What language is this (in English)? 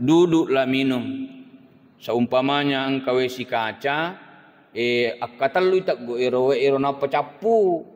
Buginese